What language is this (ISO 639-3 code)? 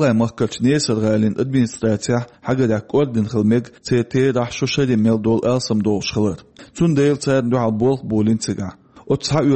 che